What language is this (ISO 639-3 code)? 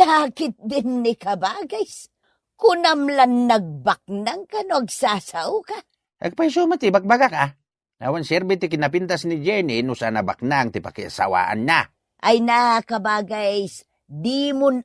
ilo